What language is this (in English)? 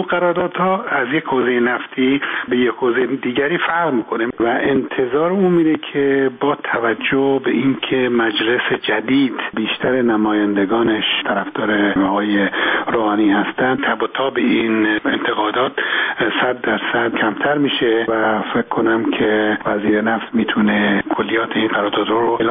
Persian